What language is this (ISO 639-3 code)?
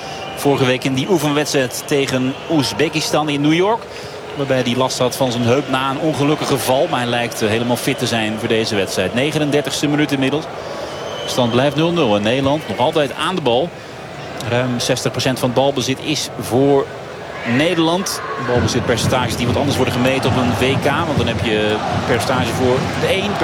nld